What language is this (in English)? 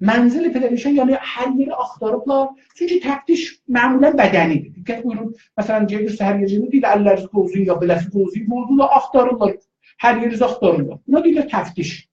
South Azerbaijani